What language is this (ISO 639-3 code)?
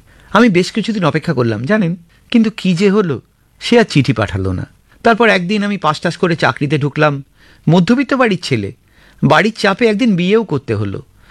ben